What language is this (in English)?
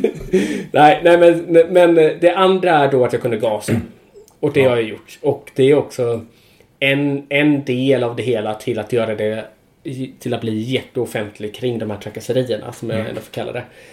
Swedish